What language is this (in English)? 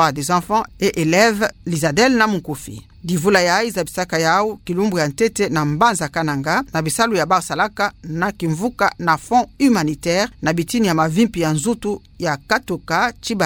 Kituba (Democratic Republic of Congo)